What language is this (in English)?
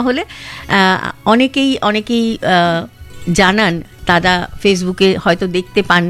Bangla